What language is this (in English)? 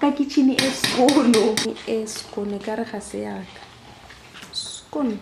Tswana